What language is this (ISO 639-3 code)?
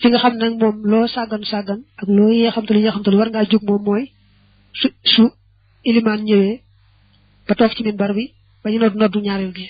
wol